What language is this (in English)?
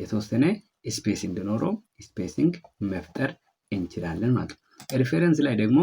Amharic